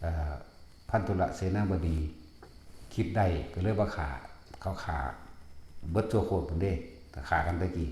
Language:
Lao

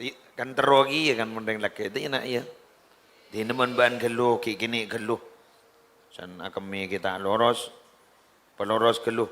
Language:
Madurese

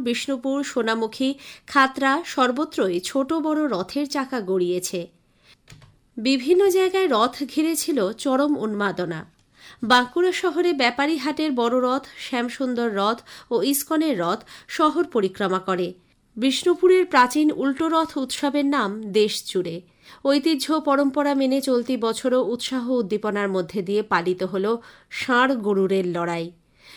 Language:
Bangla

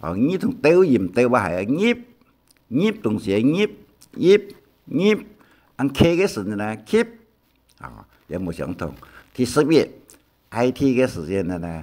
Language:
Hakka Chinese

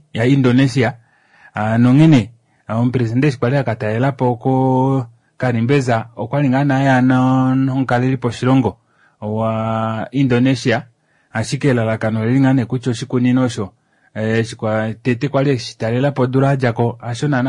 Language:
Kuanyama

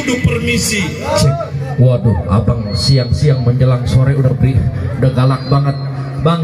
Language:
Betawi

